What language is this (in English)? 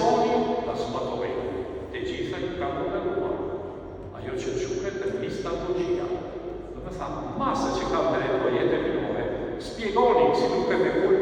Albanian